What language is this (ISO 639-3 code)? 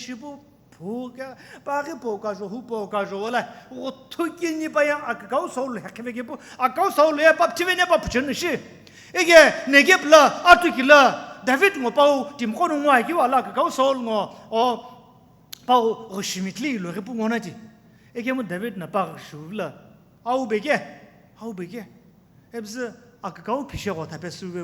nsm